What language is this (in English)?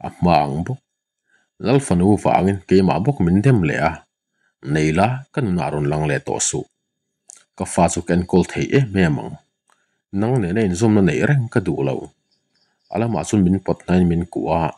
Mizo